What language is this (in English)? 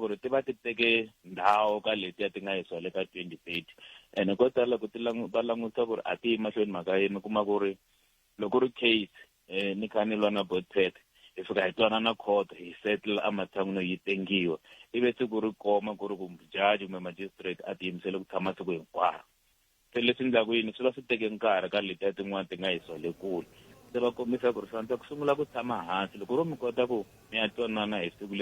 Tsonga